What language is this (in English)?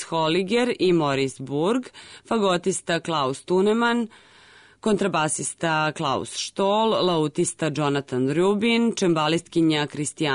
Serbian